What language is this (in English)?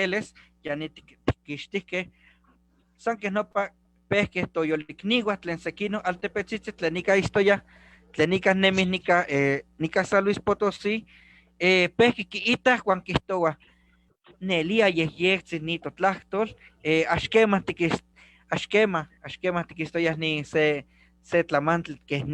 Eastern Huasteca Nahuatl